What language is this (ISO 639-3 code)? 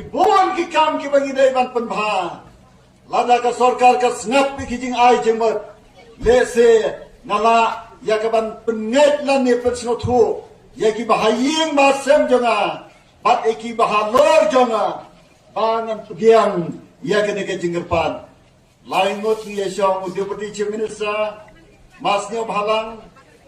kha